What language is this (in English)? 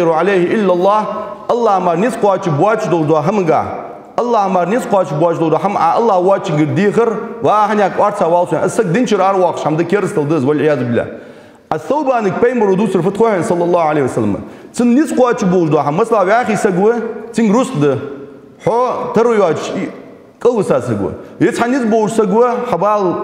Ingush